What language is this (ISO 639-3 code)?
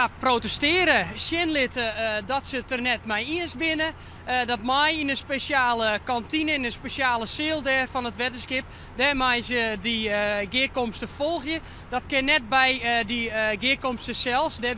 fry